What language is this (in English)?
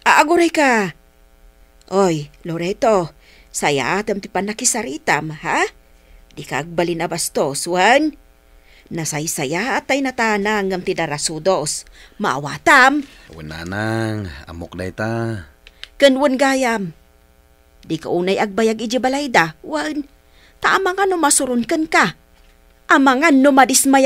Iloko